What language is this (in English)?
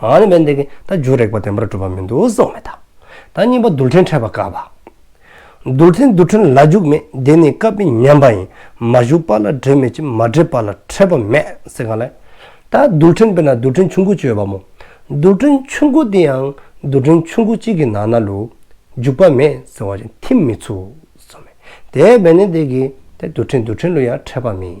Dzongkha